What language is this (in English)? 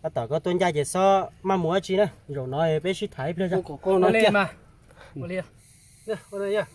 Hmong